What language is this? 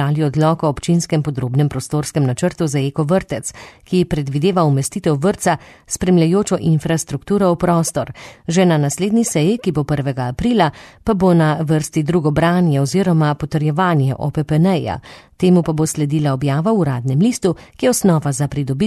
Slovenian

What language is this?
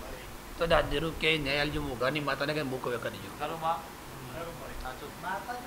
Gujarati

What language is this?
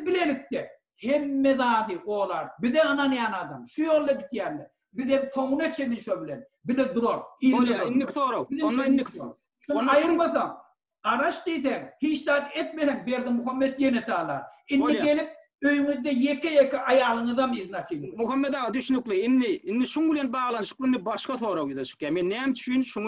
Turkmen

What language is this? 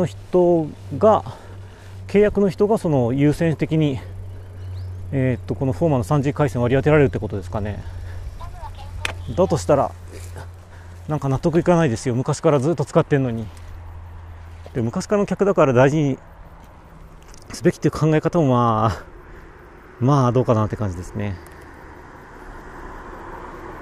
Japanese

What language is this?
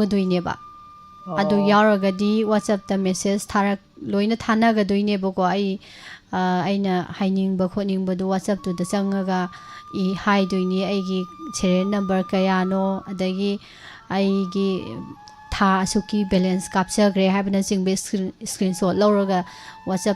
Manipuri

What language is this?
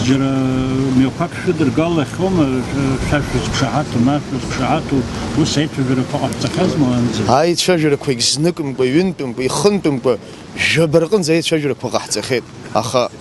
Abkhazian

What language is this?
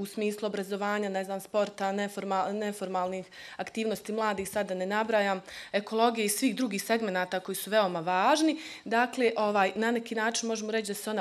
Bosnian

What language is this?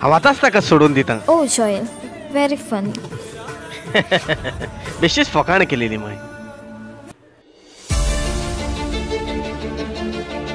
Konkani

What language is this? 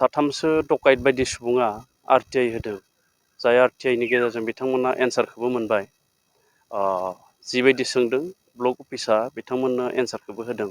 Bodo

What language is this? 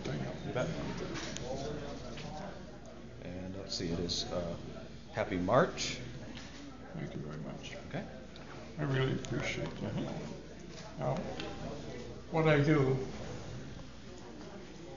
English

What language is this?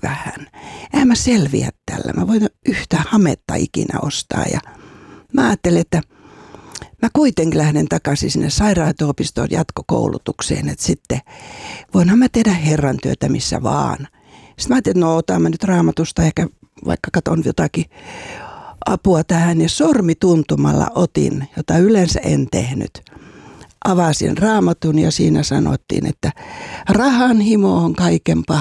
Finnish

